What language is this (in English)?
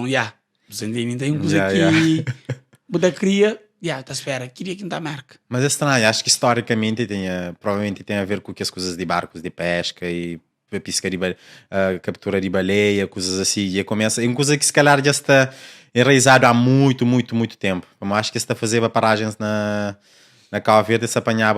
Kabuverdianu